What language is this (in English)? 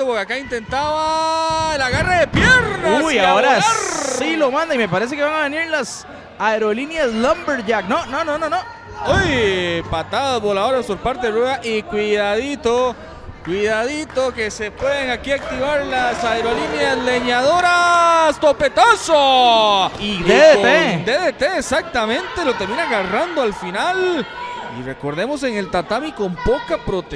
Spanish